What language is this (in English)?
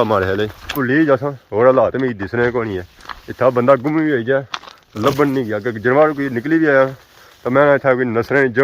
Pahari-Potwari